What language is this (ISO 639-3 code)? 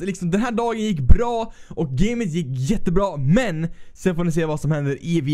swe